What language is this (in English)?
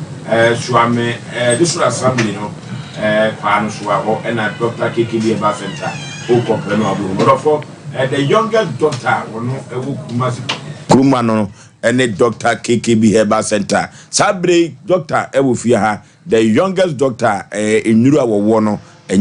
Akan